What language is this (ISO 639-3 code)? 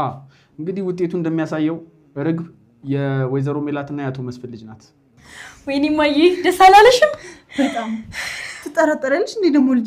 amh